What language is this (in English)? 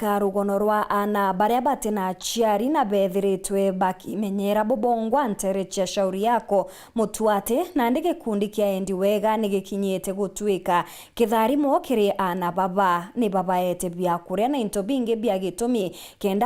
Meru